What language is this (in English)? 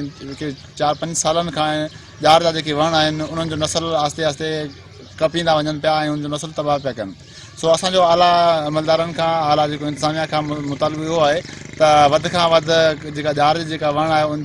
Sindhi